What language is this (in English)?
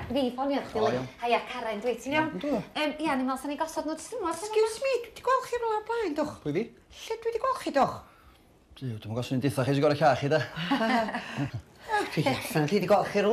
Welsh